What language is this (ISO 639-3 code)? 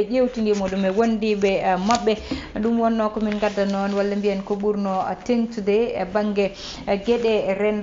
ful